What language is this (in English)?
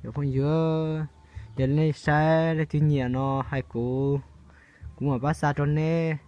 Hmong